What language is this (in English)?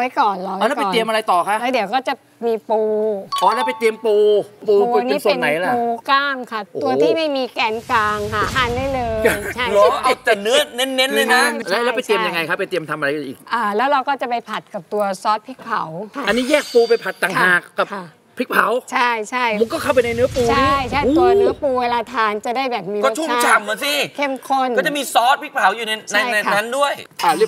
Thai